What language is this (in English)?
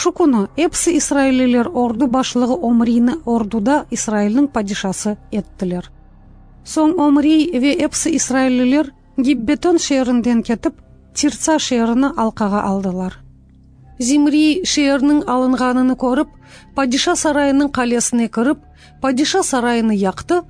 Crimean Tatar